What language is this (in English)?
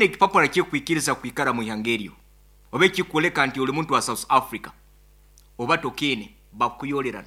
Nyoro